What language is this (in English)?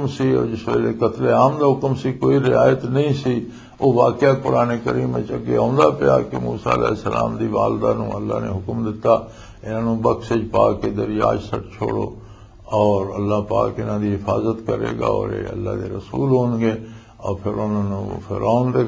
Western Panjabi